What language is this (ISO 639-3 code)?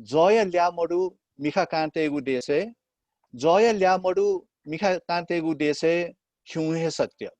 new